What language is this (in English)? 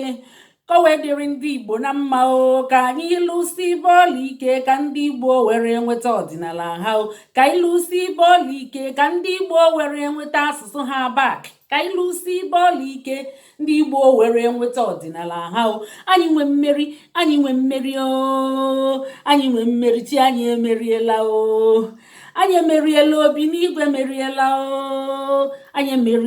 Igbo